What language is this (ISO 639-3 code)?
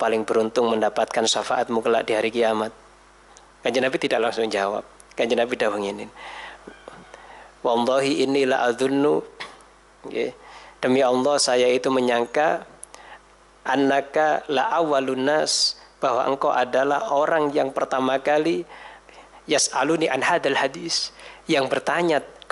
ind